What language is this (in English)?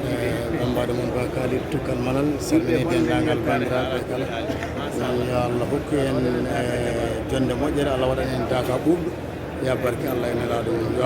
Fula